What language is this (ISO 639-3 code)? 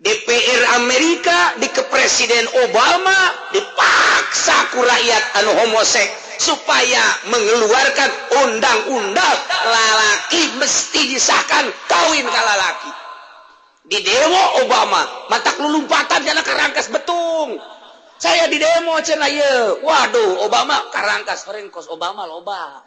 sun